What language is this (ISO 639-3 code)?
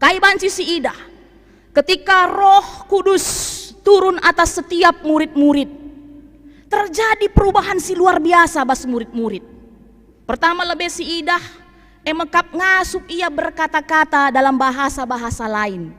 btx